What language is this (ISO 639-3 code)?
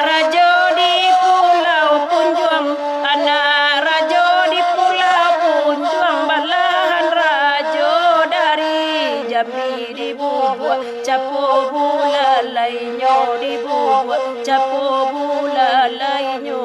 min